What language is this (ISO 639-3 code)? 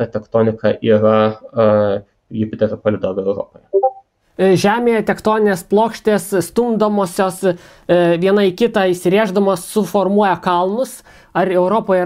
lit